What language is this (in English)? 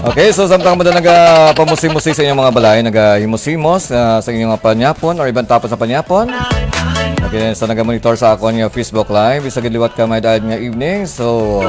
Hiligaynon